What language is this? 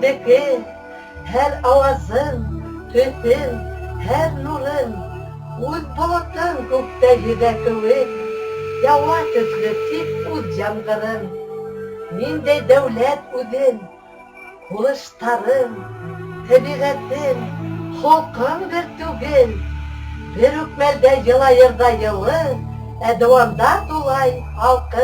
Bashkir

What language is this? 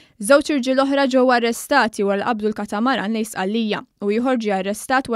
Maltese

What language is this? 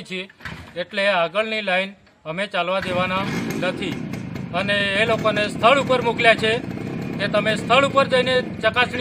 Gujarati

